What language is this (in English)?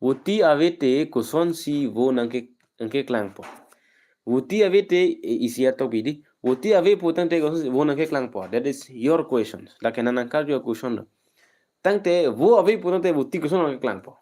Karbi